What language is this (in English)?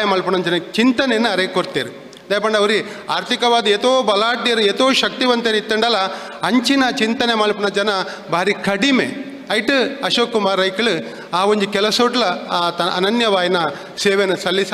Tulu